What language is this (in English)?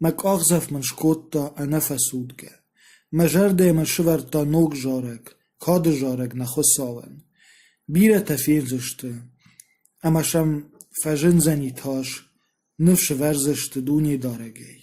Ossetic